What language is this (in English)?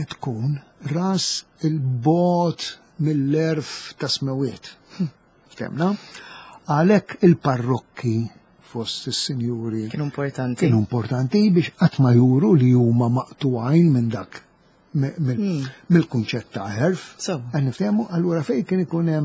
Maltese